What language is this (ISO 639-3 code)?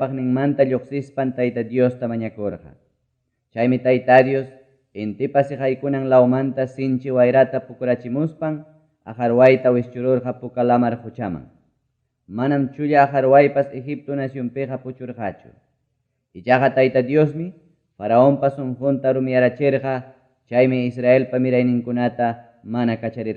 quy